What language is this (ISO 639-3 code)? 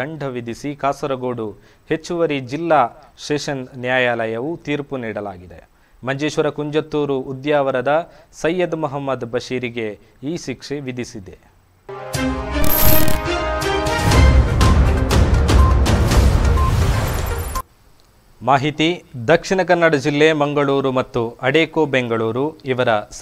kan